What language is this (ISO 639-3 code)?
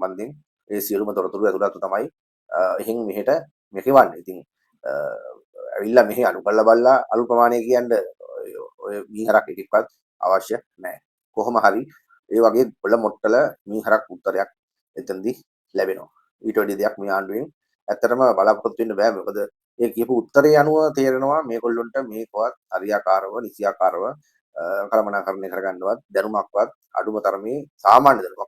sin